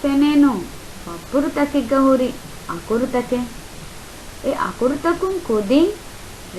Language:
Divehi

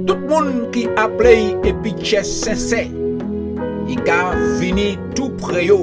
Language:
Guadeloupean Creole French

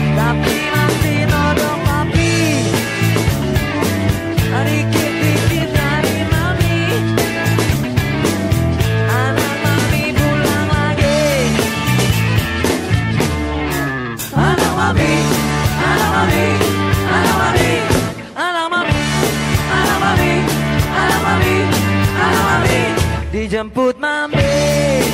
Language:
Indonesian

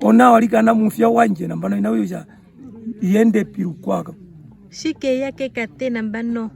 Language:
Herero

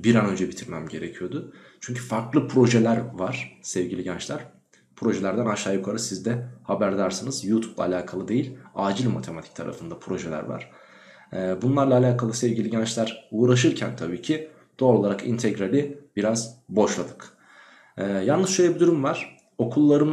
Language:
Turkish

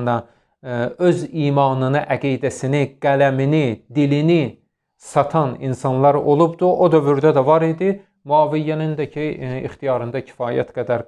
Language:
Azerbaijani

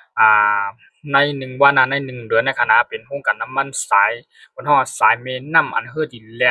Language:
Shan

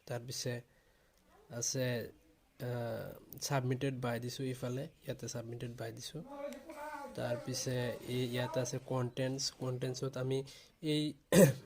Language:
Assamese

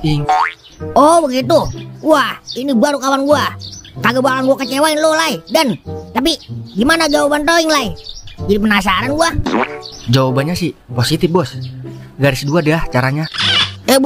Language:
Betawi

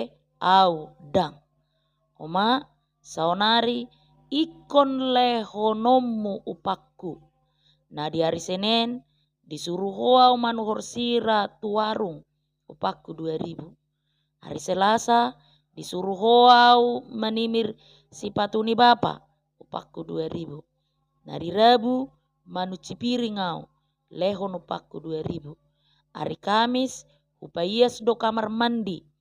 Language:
Batak Toba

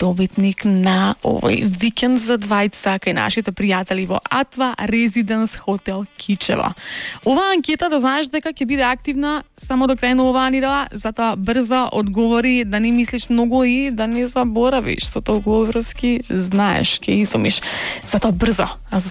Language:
Macedonian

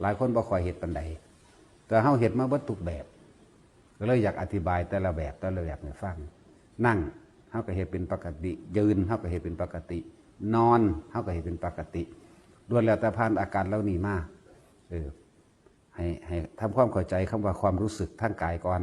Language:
Northeastern Thai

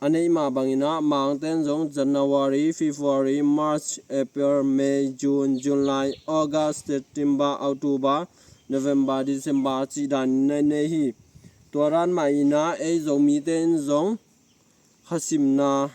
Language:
Tedim Chin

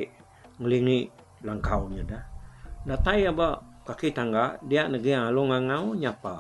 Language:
Iban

